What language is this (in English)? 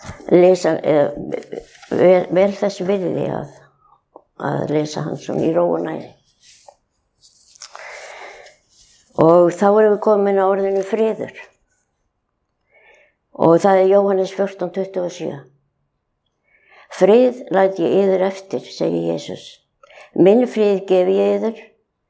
Icelandic